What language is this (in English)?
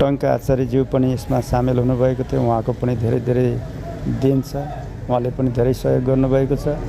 Nepali